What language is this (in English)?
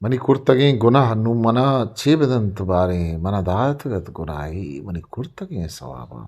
Eastern Balochi